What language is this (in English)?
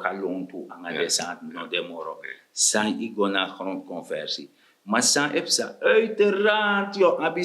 Sranan Tongo